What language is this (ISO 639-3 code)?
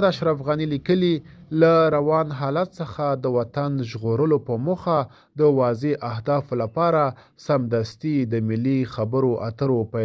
pus